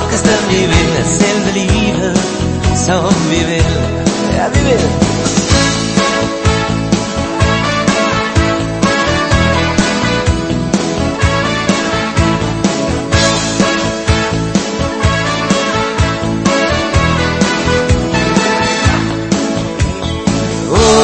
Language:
Danish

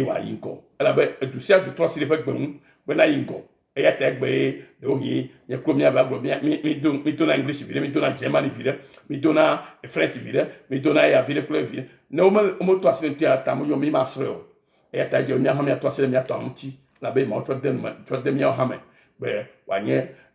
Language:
Ewe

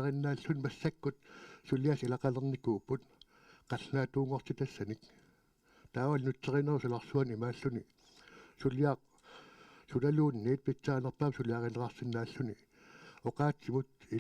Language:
Kalaallisut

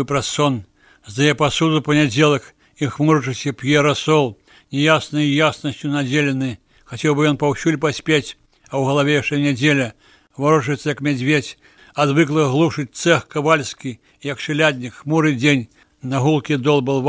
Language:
Belarusian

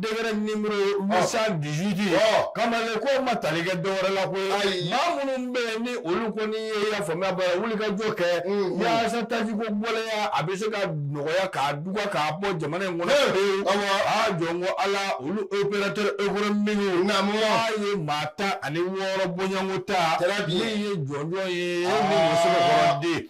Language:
Bambara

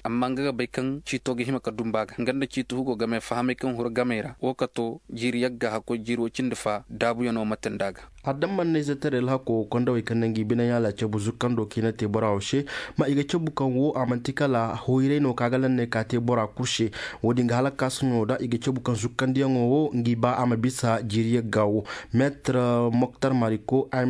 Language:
Zarma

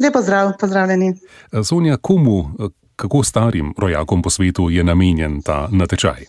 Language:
Slovenian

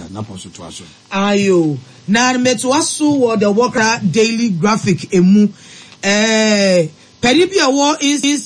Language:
Akan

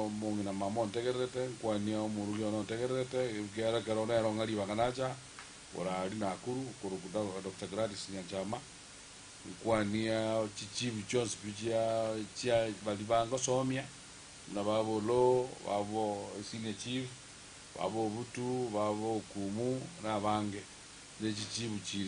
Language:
Gusii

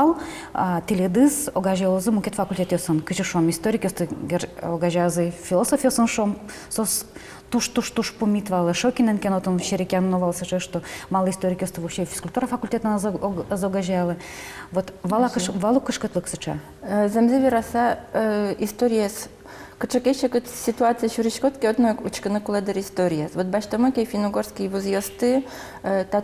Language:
Udmurt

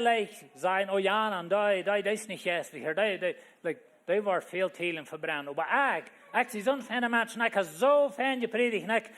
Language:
Plautdietsch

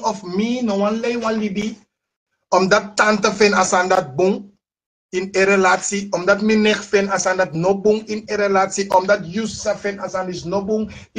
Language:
Sranan Tongo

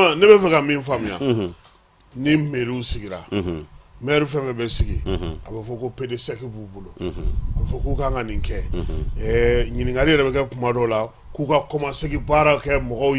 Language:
Bambara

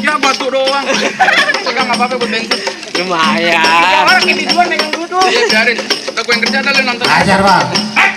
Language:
Betawi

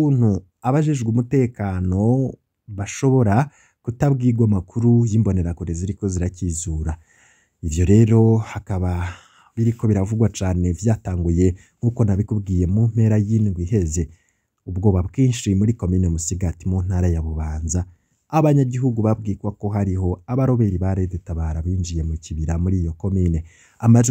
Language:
Rundi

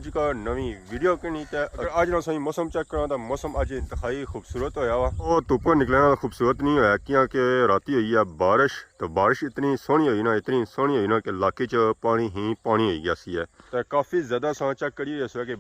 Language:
Pahari-Potwari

